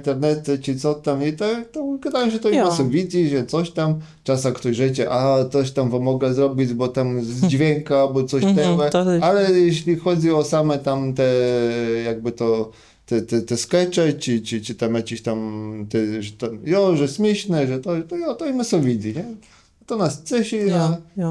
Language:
Kashubian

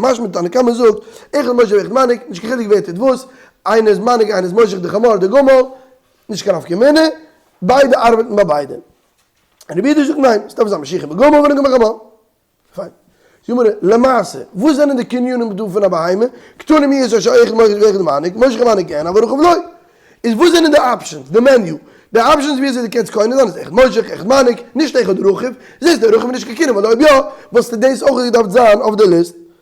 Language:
Yiddish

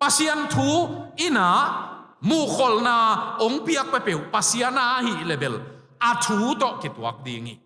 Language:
Tedim Chin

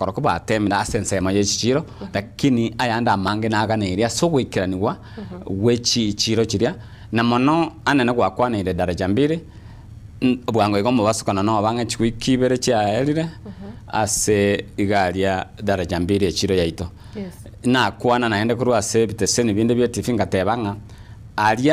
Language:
Gusii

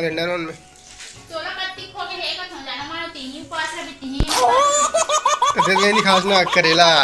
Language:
Chhattisgarhi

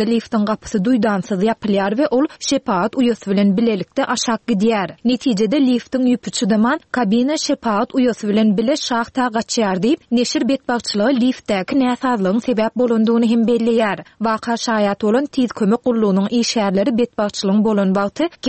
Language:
Turkmen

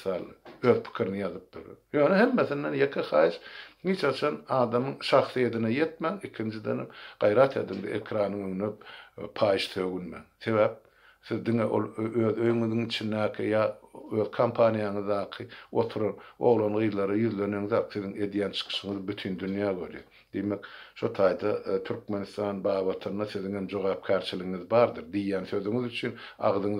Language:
Turkmen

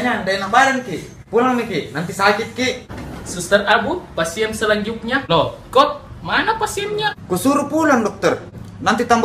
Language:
Makassar Malay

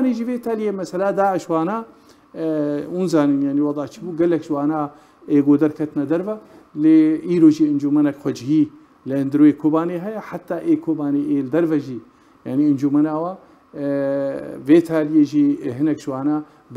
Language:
Kurdish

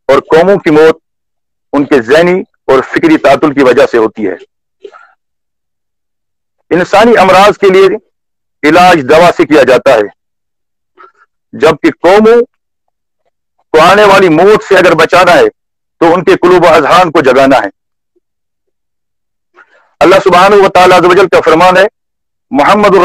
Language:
Urdu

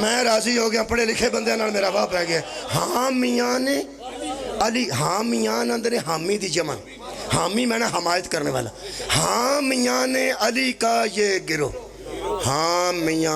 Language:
Pahari-Potwari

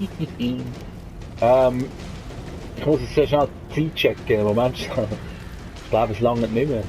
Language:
Swiss German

